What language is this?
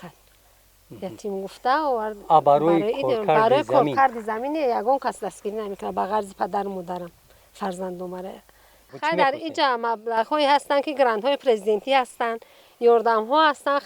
Tajik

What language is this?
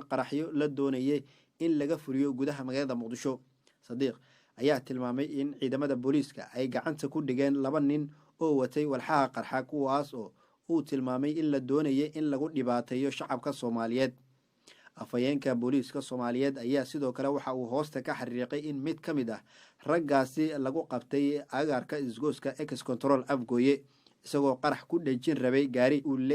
Somali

